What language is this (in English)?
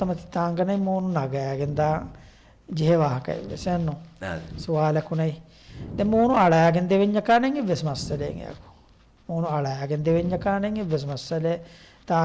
Divehi